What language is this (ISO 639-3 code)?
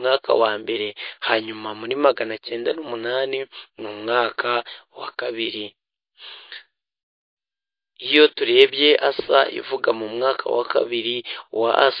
kin